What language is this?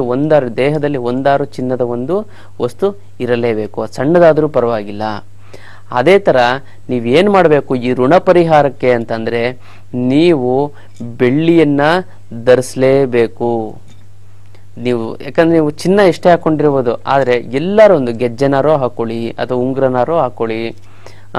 Kannada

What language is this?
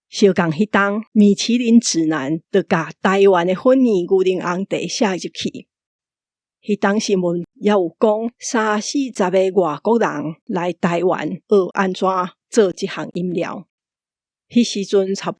Min Nan Chinese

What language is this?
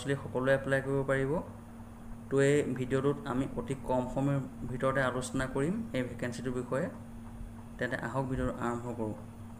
Assamese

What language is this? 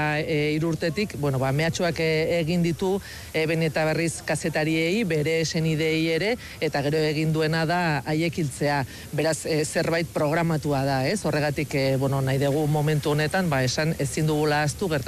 Basque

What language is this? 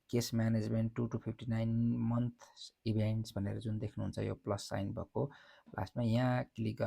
Nepali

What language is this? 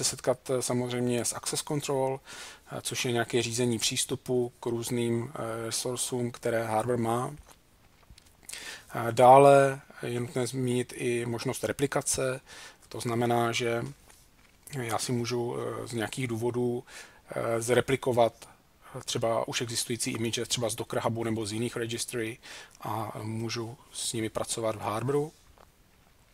Czech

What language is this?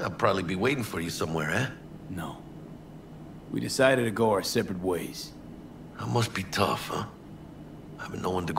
English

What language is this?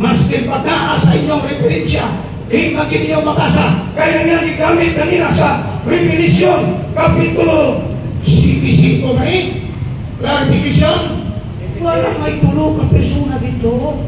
Cebuano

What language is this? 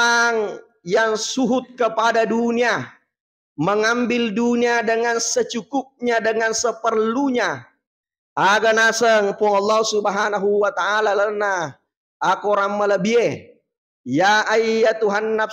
Buginese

